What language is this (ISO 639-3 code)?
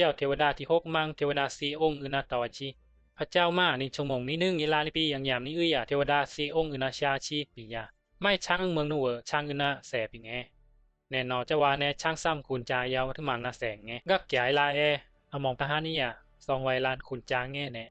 bzi